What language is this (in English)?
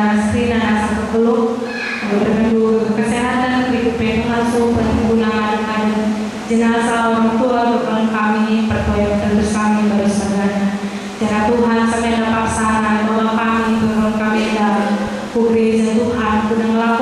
Batak Karo